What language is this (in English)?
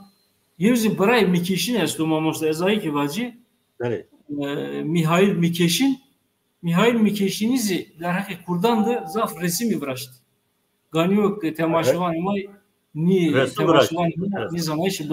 Zaza